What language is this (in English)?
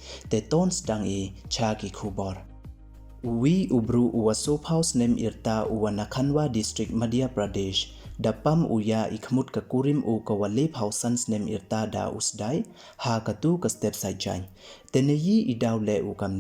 Pnar